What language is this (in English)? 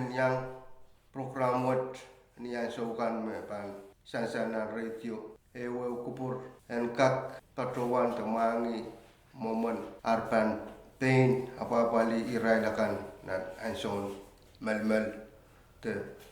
Pohnpeian